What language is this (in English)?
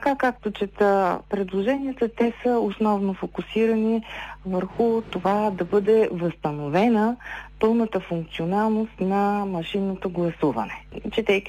Bulgarian